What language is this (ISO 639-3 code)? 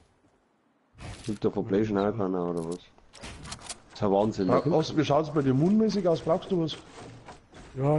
bar